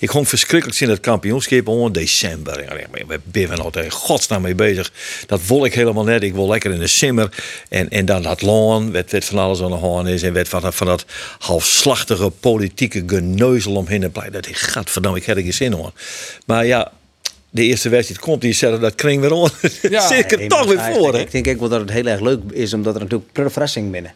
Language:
Western Frisian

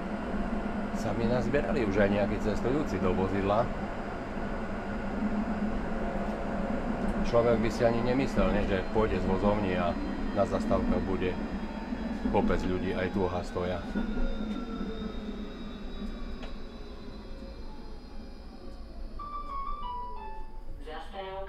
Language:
Slovak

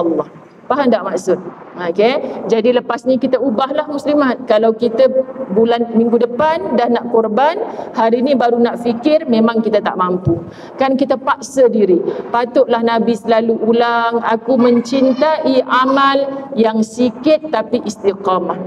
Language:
Malay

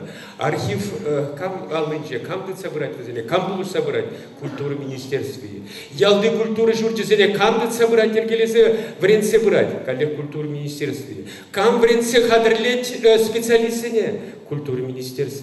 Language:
Chuvash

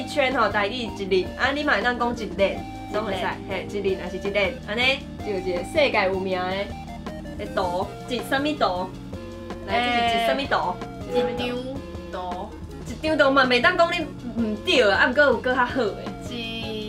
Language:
Min Nan Chinese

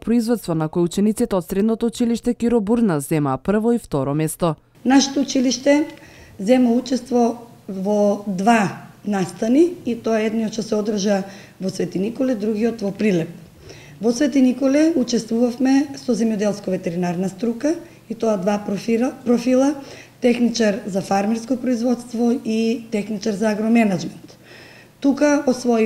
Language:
Macedonian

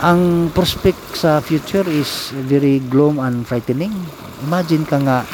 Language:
Cebuano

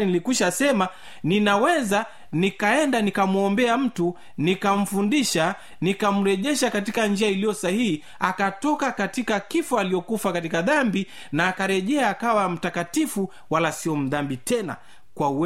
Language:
Swahili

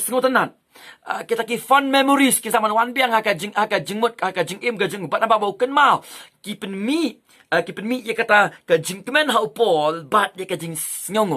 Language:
Khasi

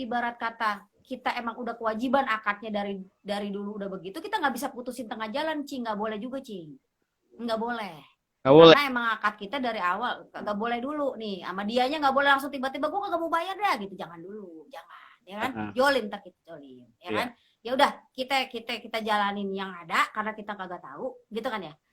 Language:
Betawi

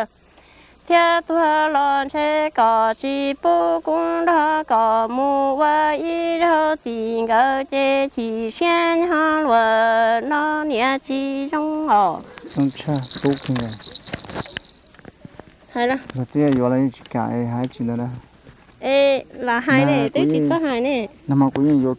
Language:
Vietnamese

